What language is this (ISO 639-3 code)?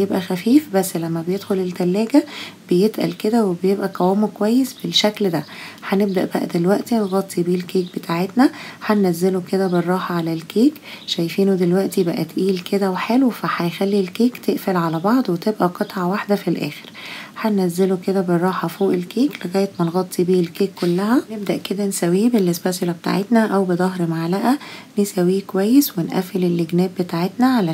arz